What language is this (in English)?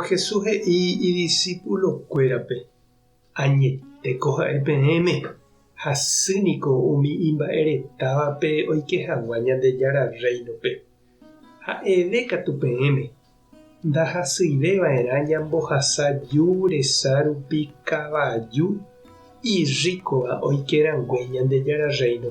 Guarani